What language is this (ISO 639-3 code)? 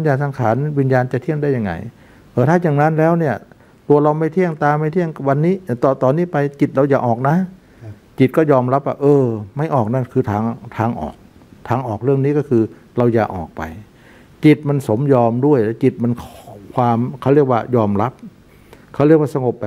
tha